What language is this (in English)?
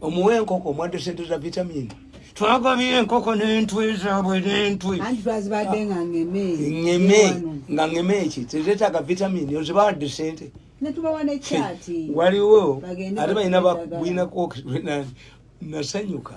Ganda